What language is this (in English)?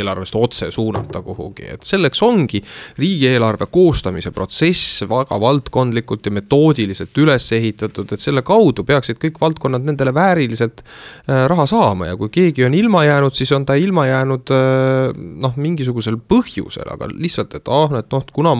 Estonian